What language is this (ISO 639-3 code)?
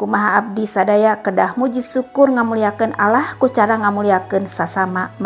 sun